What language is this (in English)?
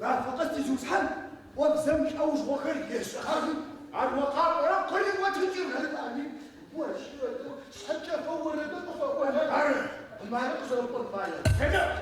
Adyghe